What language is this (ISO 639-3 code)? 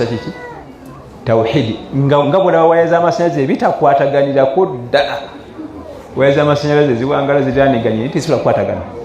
lug